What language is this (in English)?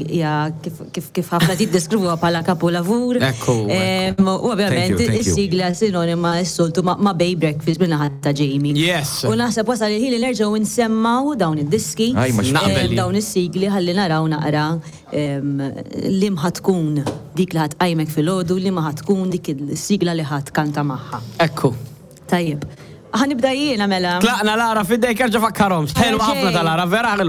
Maltese